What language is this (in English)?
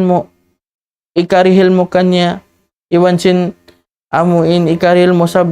Tausug